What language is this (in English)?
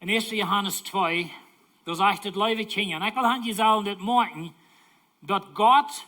Plautdietsch